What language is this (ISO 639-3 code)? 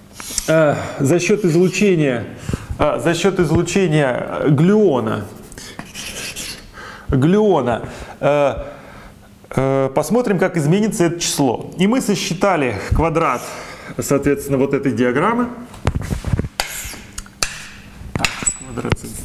rus